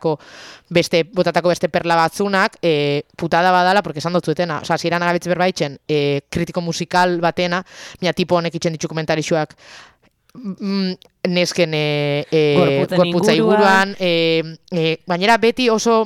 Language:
Basque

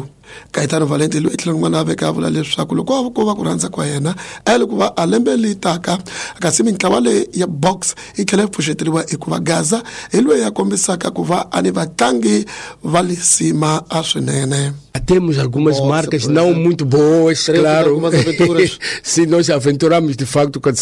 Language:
Tsonga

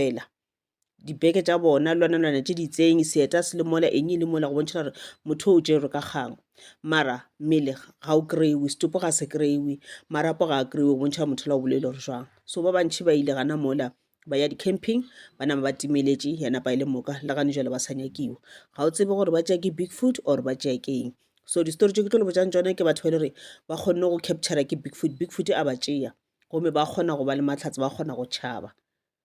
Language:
Northern Sotho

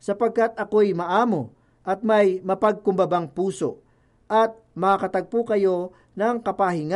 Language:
Filipino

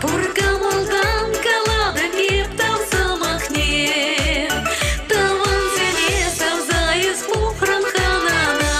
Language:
Chuvash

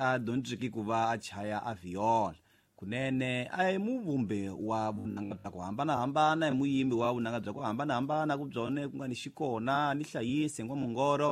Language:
Tsonga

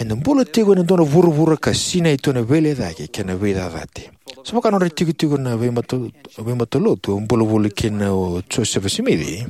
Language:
Fijian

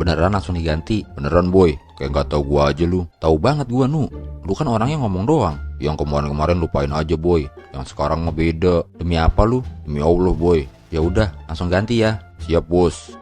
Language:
Betawi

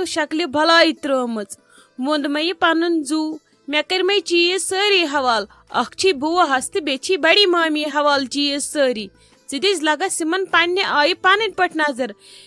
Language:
Kashmiri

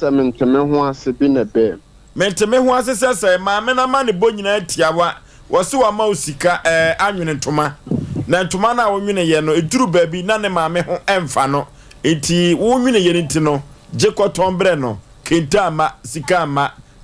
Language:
Akan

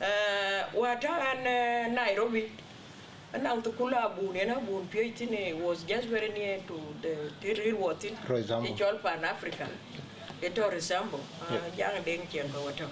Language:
Dinka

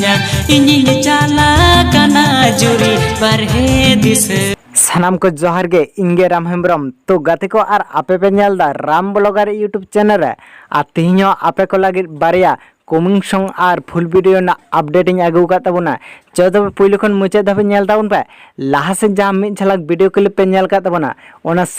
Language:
Santali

